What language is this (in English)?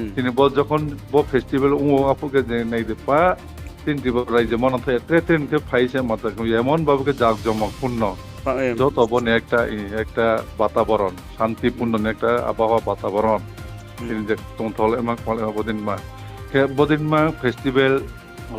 Riang (India)